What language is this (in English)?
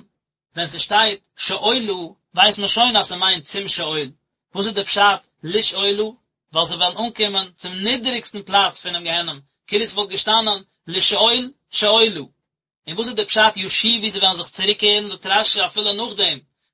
Yiddish